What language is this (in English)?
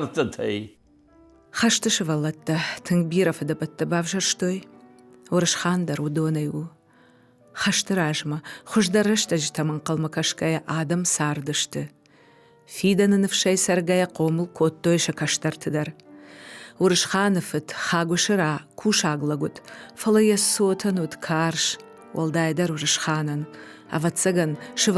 Ossetic